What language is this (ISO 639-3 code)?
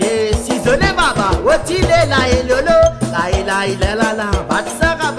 rcf